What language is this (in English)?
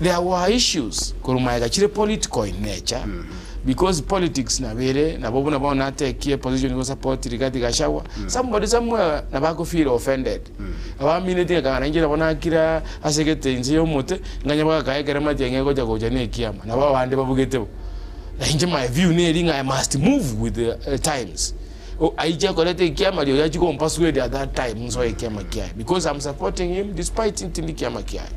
Gusii